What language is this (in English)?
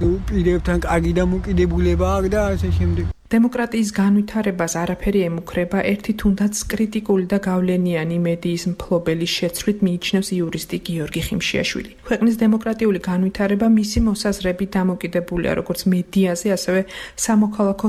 Georgian